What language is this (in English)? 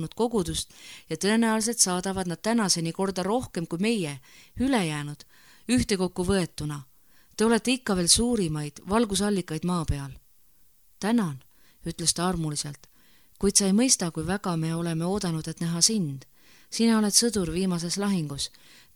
Estonian